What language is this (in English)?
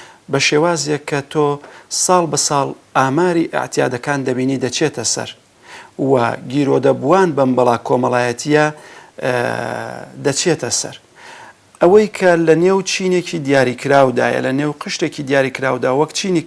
Central Kurdish